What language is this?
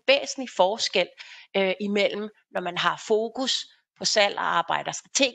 Danish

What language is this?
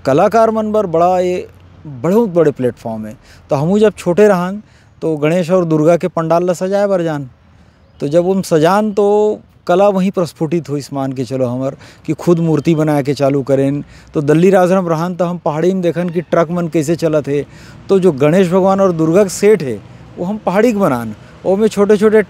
Chhattisgarhi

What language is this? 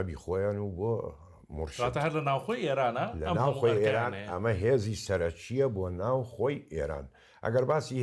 Central Kurdish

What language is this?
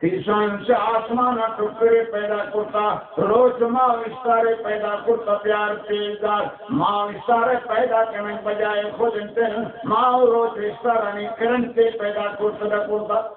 Baluchi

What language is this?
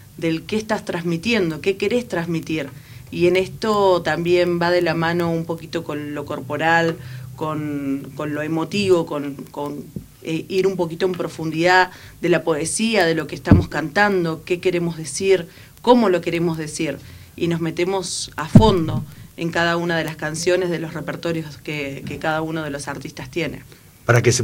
Spanish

